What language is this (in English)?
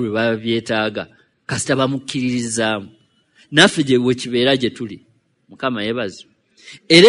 Ganda